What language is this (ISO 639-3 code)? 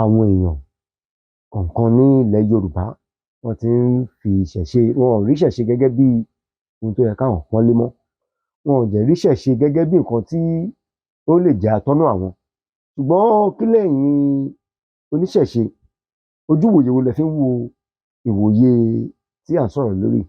yor